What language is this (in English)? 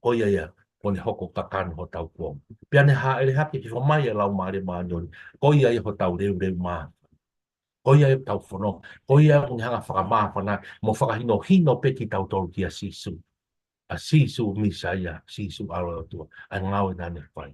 Tongan